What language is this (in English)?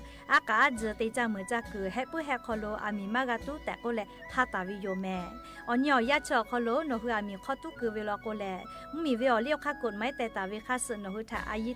Lahu